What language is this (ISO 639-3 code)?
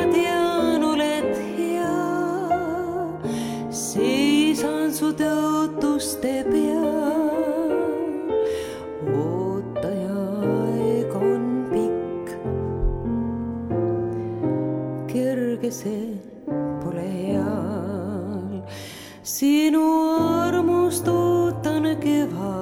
est